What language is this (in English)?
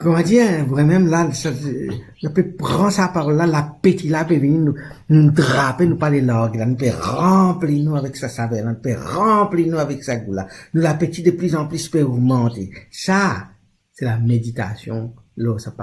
Morisyen